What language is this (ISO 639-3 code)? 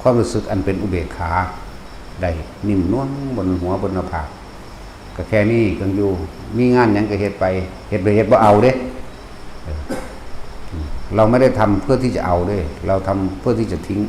tts